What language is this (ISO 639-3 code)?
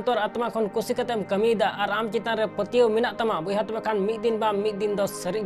sat